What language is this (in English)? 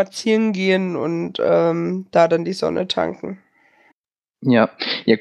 German